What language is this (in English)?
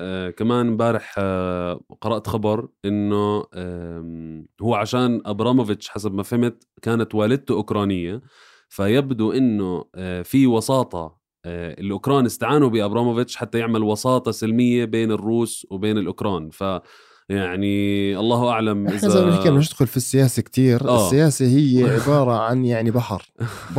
North Levantine Arabic